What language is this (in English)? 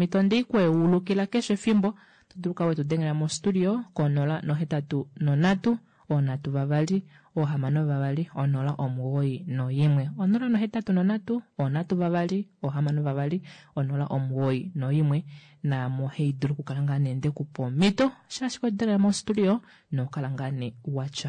Kuanyama